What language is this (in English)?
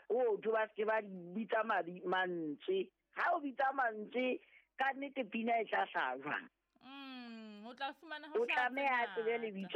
Southern Sotho